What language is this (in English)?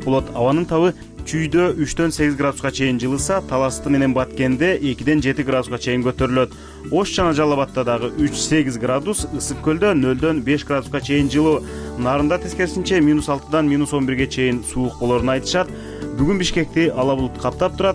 Kyrgyz